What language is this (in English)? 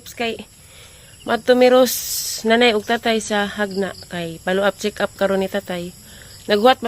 Cebuano